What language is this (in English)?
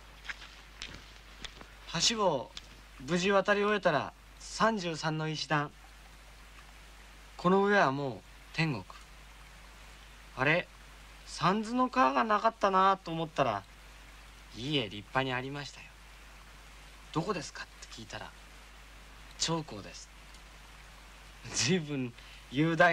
Japanese